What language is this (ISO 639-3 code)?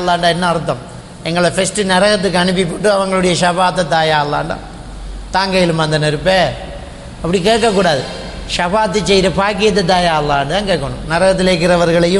tam